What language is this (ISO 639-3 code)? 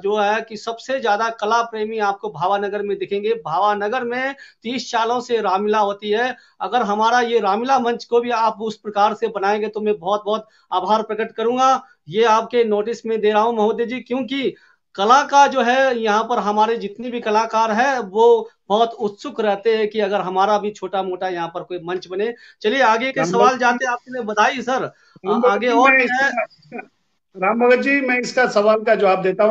hin